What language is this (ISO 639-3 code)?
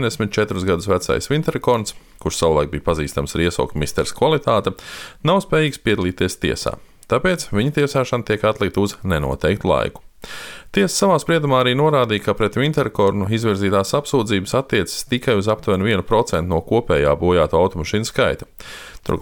lav